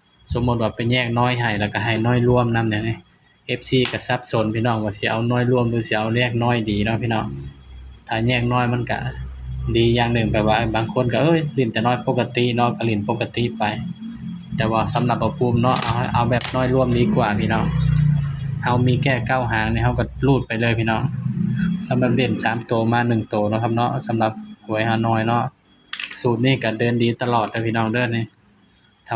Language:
Northeastern Thai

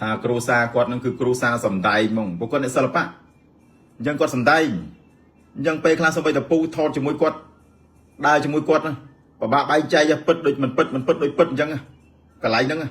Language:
Khmer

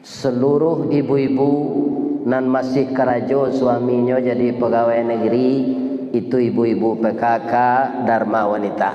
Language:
Minangkabau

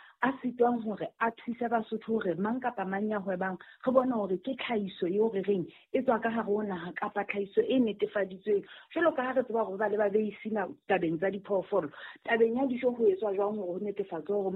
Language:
Southern Sotho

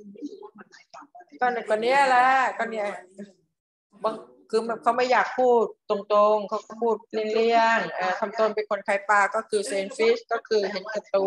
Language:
Thai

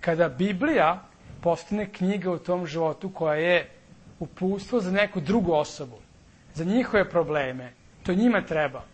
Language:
Serbian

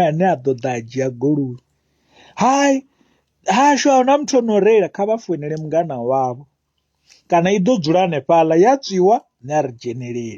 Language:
Venda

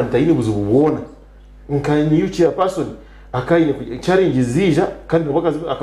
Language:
Nyankole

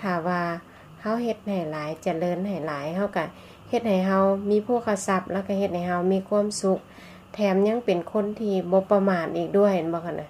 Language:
Lao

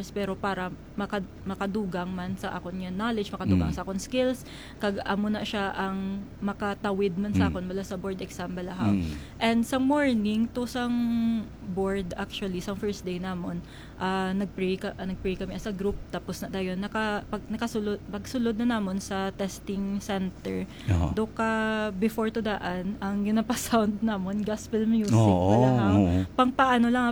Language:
Hiligaynon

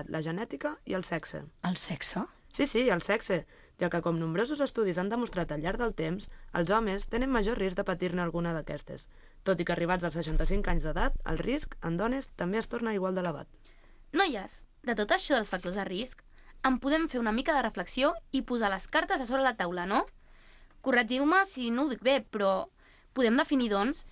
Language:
Catalan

